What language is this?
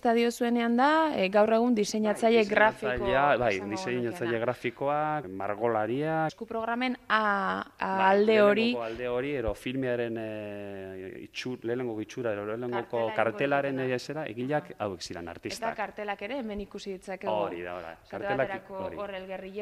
Basque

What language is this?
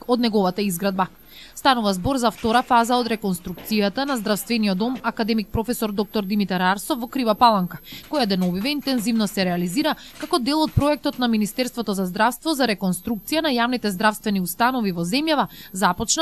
Macedonian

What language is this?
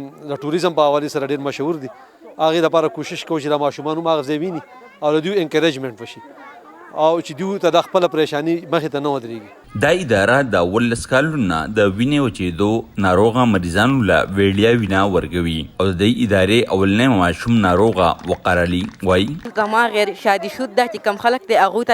Pashto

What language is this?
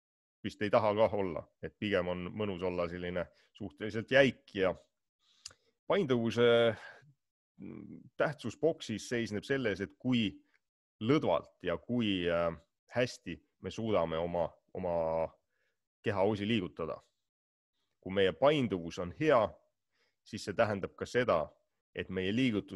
Estonian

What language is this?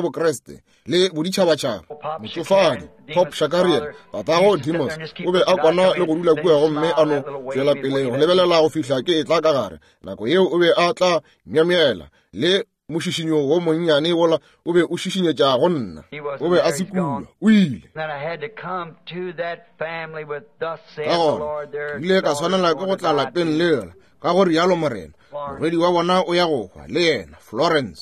Northern Sotho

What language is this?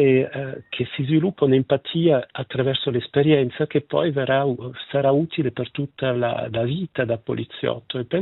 Italian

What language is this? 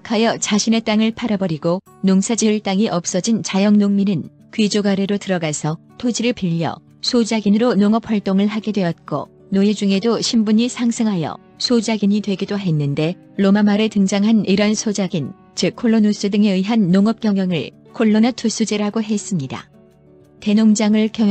Korean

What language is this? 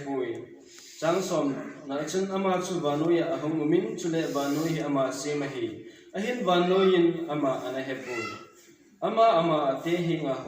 Thado Chin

